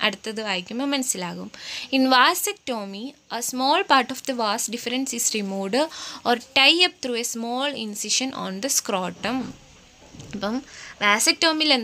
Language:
Malayalam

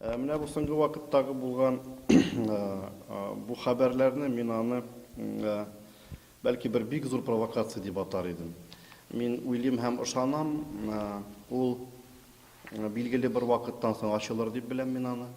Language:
Tatar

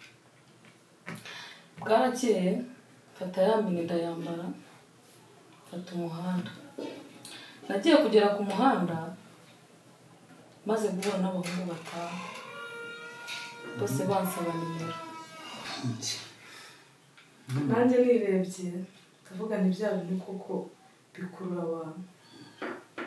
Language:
Kinyarwanda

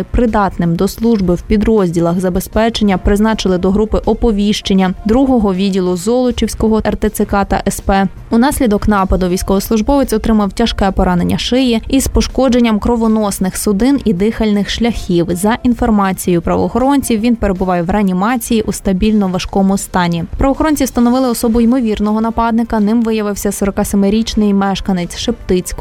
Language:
Ukrainian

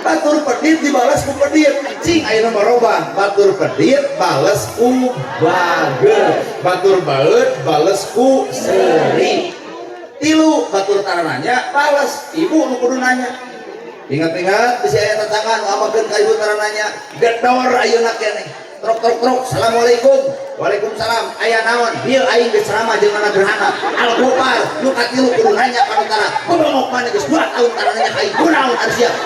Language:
Sundanese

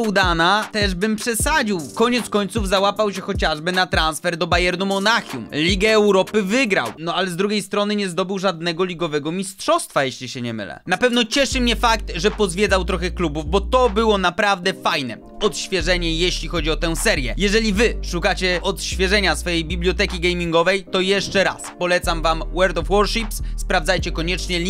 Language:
Polish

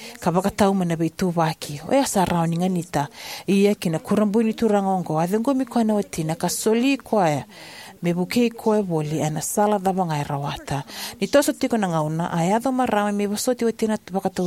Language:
Fijian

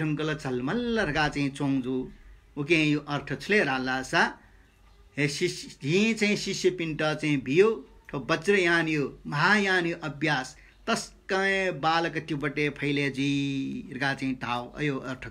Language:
Newari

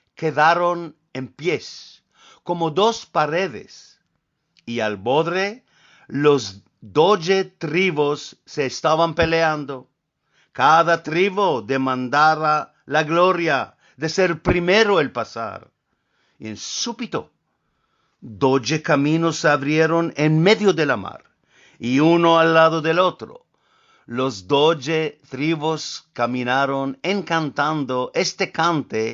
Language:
Ladino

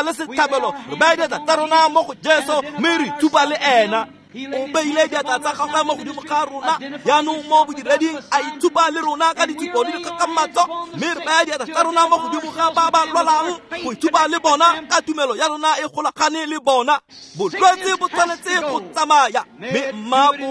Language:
Tswana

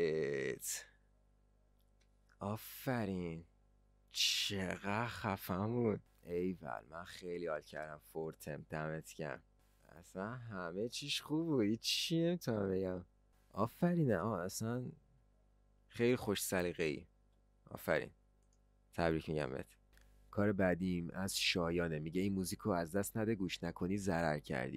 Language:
Persian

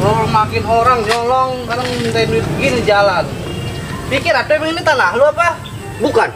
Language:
Betawi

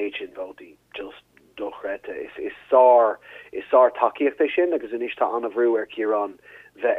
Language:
Irish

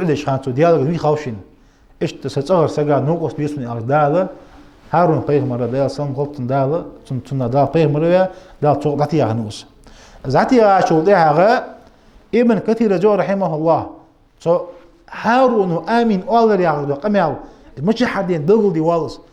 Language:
Ingush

